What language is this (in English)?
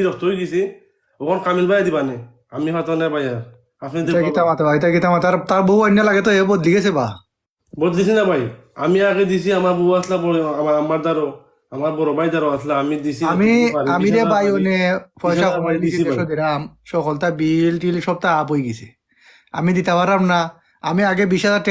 Sylheti